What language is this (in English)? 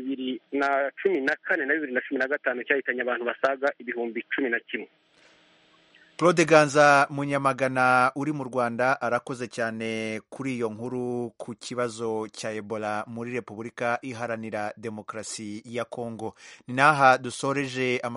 Kinyarwanda